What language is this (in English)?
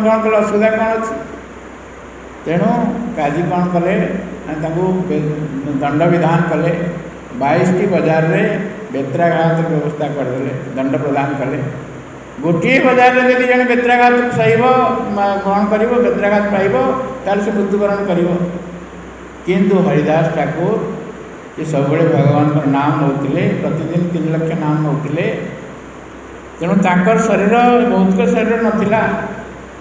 Odia